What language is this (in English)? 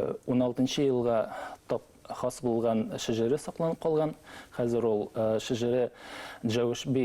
Bashkir